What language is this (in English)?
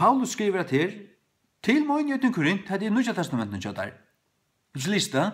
Faroese